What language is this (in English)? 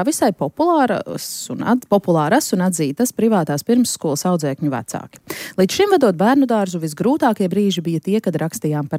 Latvian